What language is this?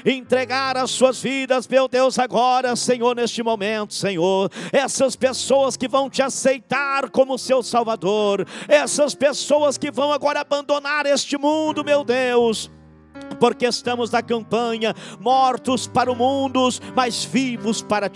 Portuguese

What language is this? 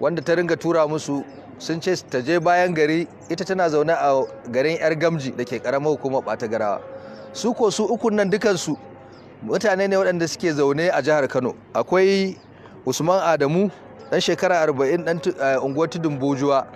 Hausa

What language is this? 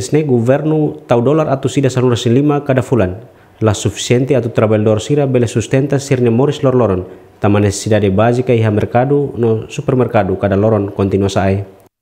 Tetum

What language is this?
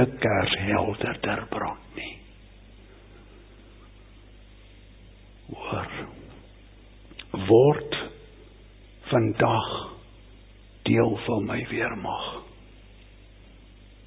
Afrikaans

